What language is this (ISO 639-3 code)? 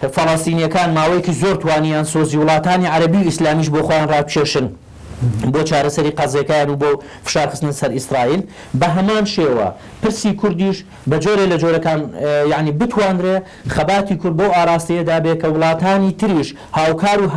ckb